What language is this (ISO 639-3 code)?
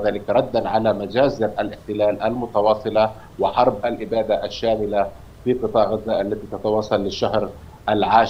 ara